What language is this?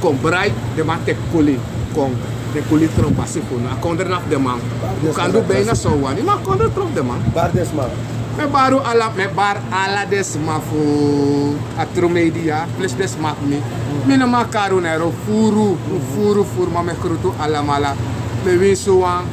Sranan Tongo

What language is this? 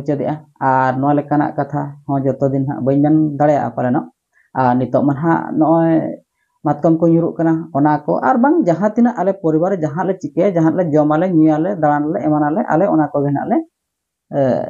Santali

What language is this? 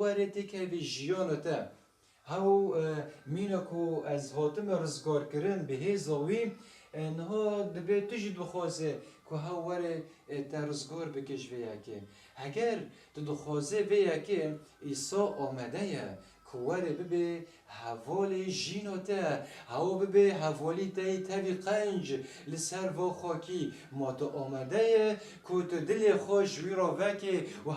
Kurdish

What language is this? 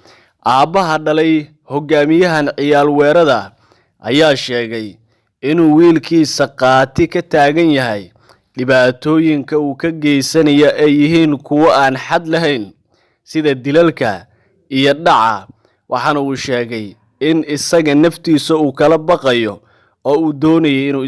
Somali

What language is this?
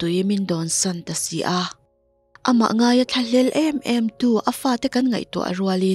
Mizo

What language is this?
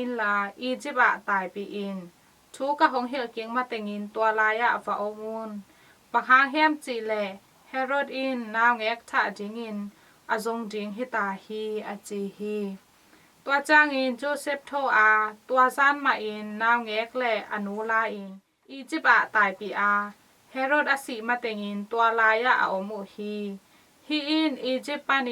Tedim Chin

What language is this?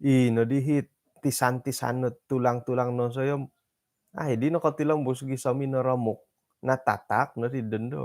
Central Dusun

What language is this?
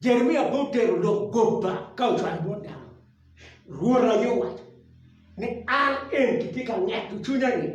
Acoli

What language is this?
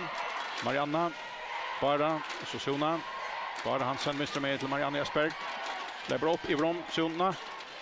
Faroese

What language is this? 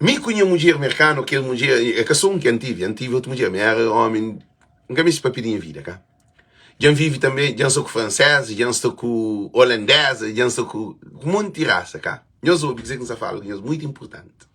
Kabuverdianu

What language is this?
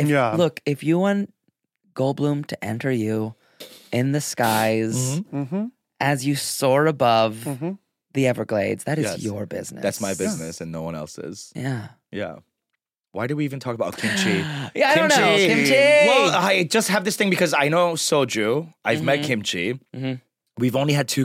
English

